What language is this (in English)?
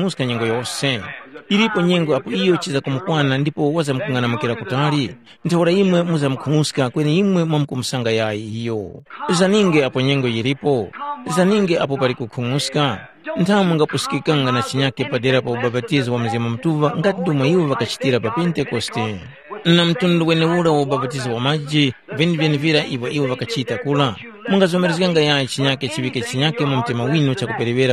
Tumbuka